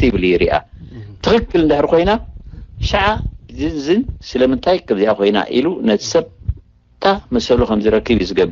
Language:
Tigrinya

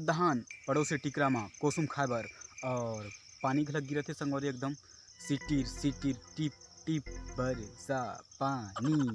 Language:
Chhattisgarhi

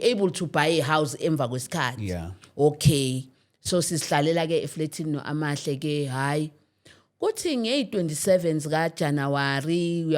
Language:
Zulu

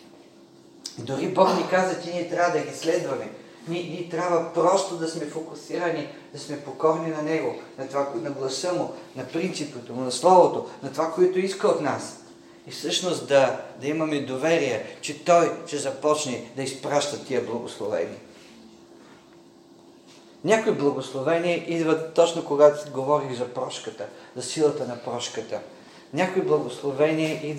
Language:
Bulgarian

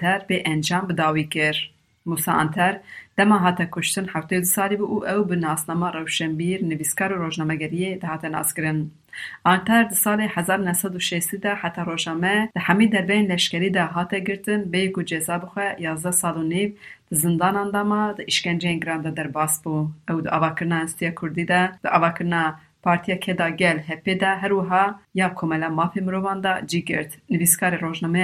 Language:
Kurdish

